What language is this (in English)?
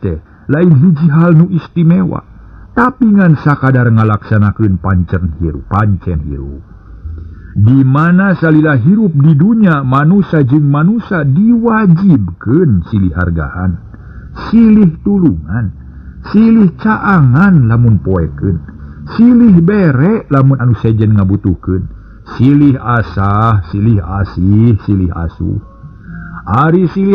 Sundanese